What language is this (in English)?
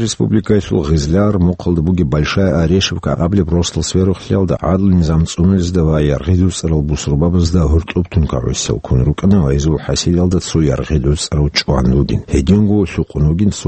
Avaric